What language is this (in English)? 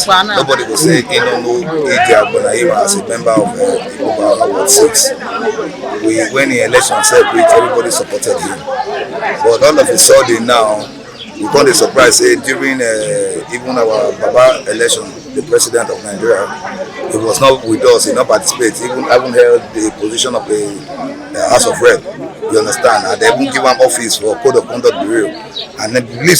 Nigerian Pidgin